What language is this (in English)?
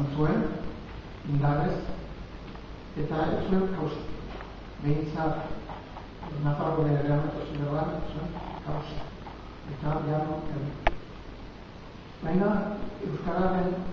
Basque